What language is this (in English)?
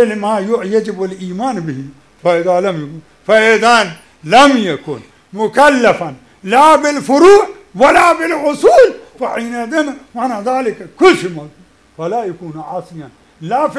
Arabic